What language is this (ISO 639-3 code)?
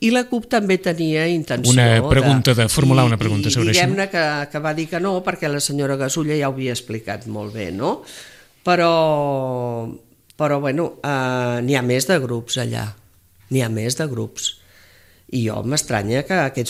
cat